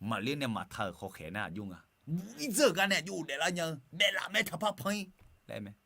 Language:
Akha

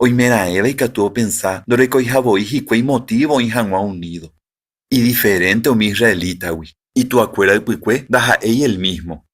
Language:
Guarani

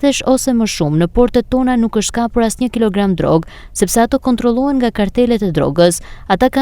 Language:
Albanian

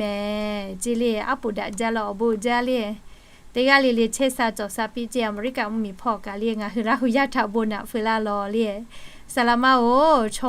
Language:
Lahu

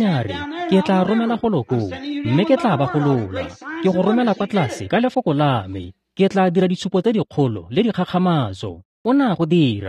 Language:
Tswana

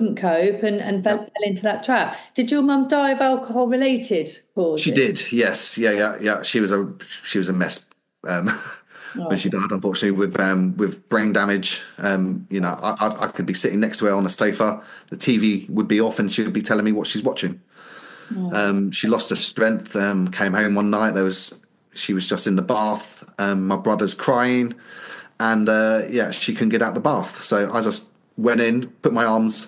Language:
English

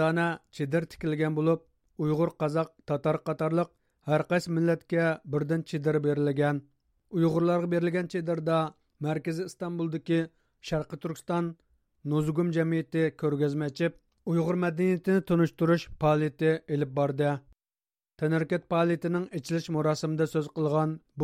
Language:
Uyghur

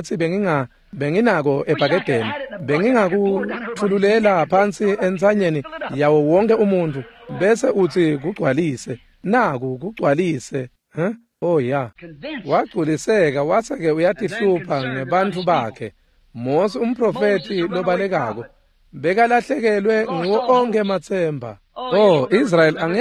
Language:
Swati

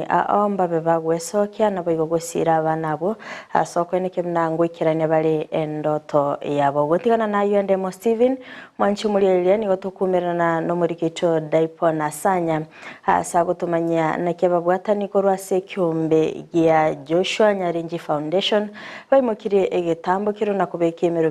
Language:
Gusii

